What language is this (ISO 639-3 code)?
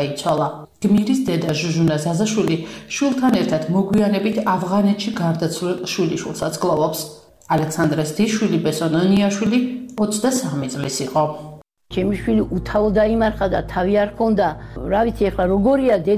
kat